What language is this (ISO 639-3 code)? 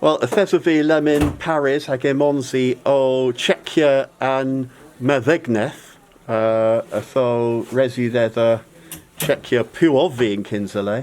cor